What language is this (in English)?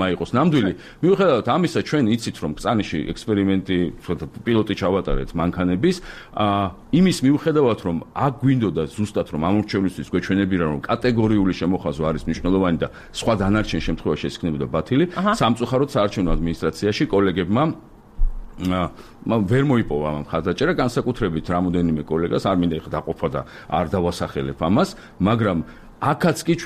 Georgian